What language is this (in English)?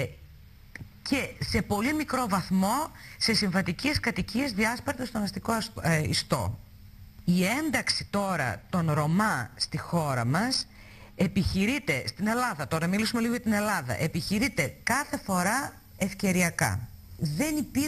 Greek